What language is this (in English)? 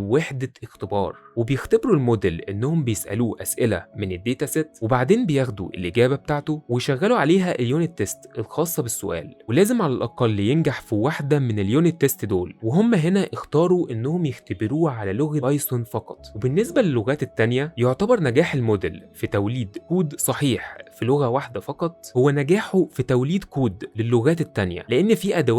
Egyptian Arabic